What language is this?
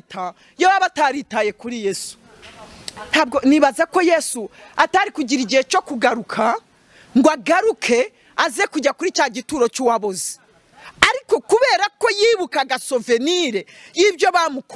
Kinyarwanda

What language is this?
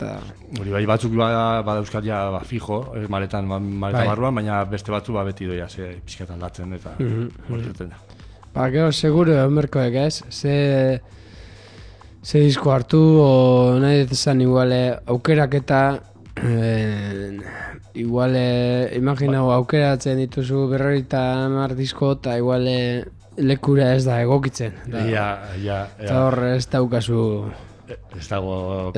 Basque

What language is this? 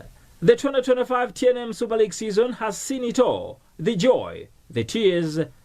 English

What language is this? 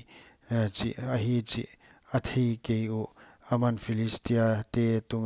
Paite Chin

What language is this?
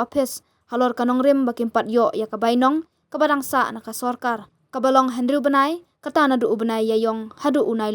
Khasi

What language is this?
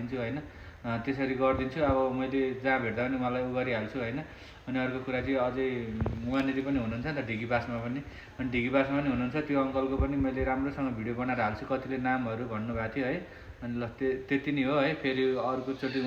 Nepali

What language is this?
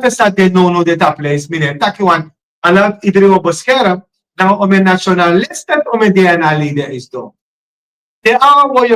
Sranan Tongo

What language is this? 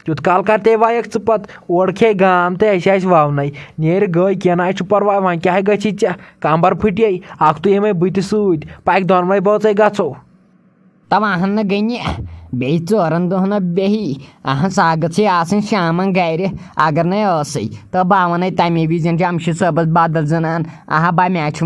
Kashmiri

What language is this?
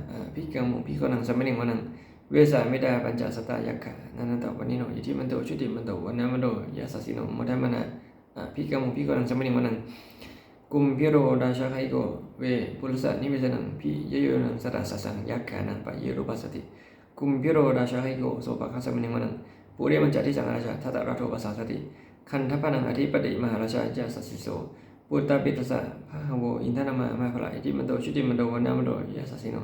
Pali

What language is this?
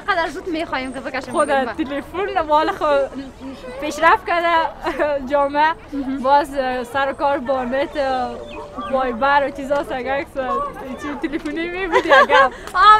Persian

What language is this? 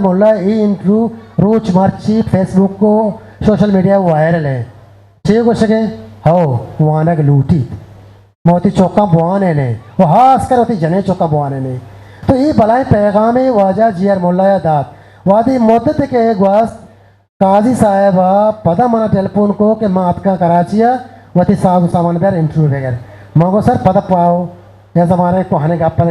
Eastern Balochi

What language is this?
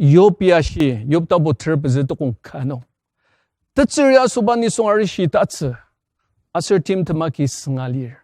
Ao Naga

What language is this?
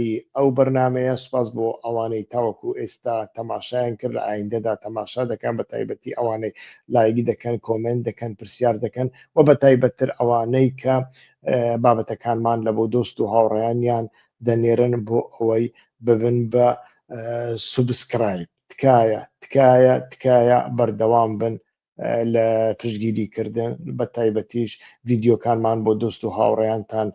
Central Kurdish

